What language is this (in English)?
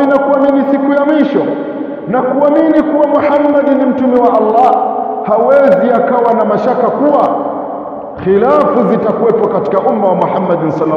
Swahili